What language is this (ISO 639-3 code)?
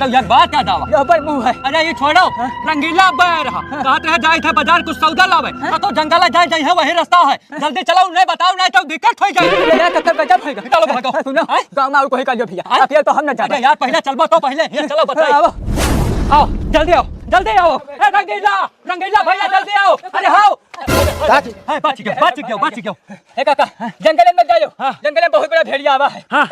awa